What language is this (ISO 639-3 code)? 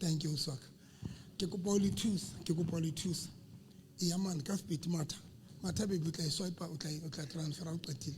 sot